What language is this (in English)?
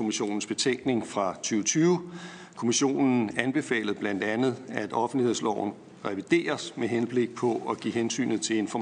Danish